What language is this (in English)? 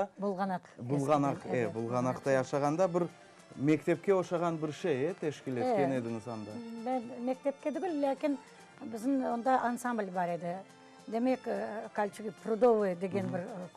Crimean Tatar